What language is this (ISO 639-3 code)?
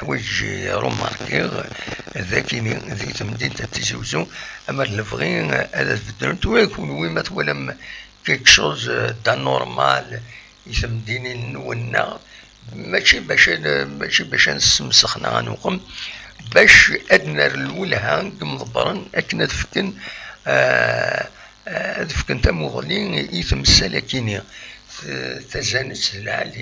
kab